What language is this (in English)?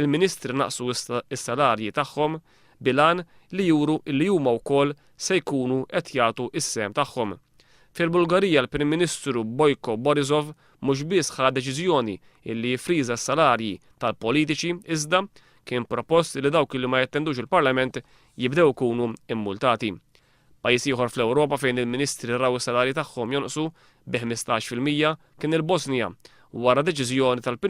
Maltese